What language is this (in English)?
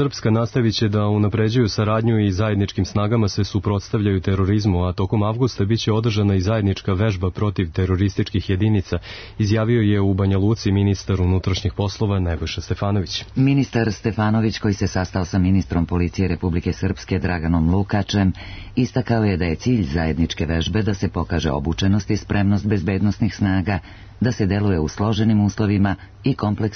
Serbian